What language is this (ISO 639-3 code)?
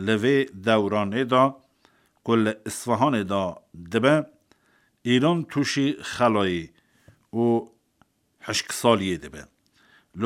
kur